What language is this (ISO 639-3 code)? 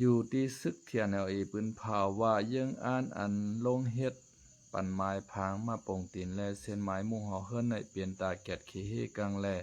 shn